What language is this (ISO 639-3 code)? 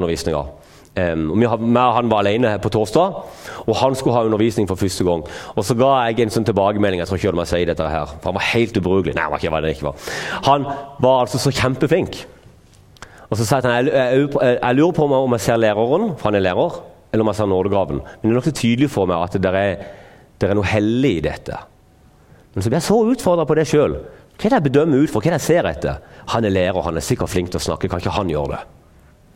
nor